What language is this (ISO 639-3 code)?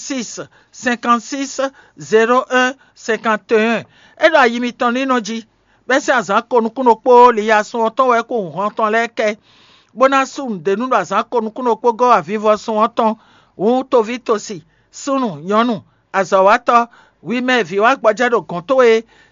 fon